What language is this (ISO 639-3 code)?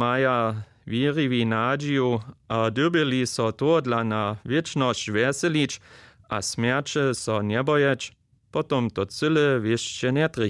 hsb